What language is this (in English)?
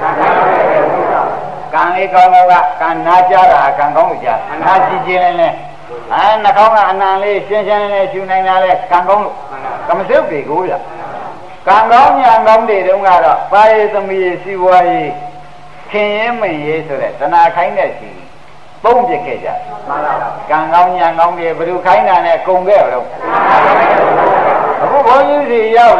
Burmese